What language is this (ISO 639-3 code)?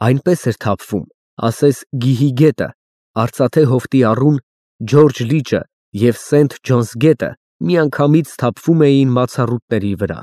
hye